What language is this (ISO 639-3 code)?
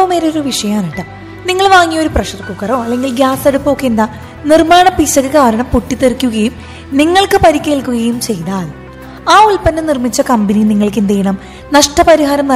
mal